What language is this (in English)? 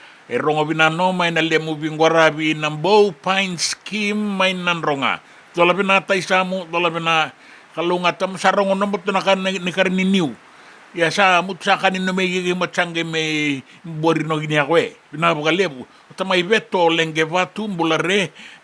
Fijian